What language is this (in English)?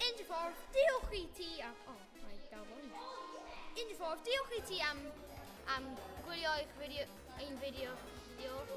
Welsh